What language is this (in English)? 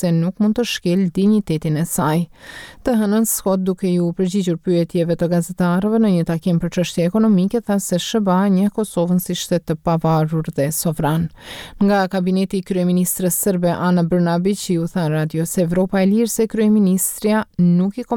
Albanian